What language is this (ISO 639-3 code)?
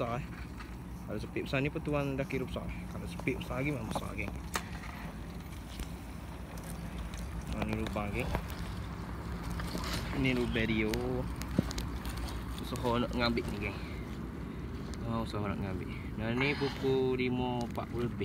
msa